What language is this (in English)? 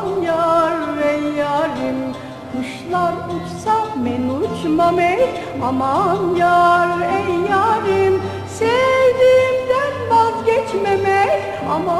Turkish